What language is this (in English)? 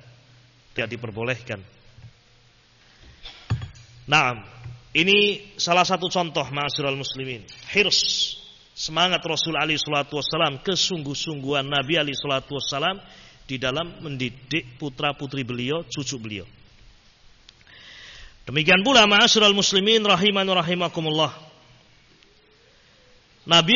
Indonesian